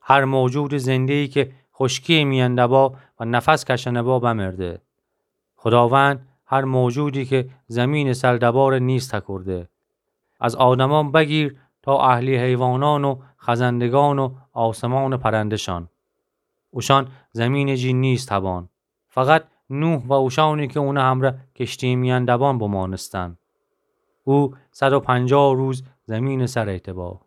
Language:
Gilaki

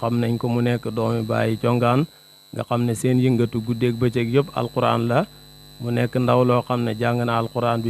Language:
Wolof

